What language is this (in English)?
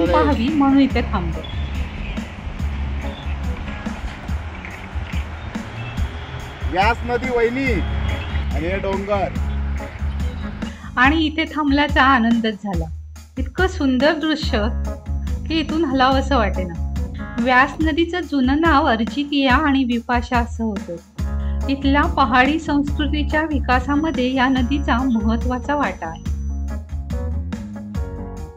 Marathi